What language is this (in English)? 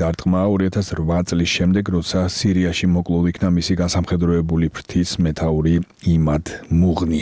Georgian